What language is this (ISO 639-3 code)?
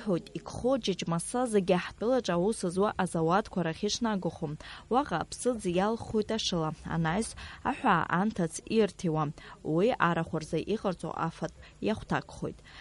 abk